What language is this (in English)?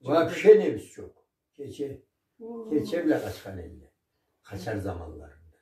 Karachay-Balkar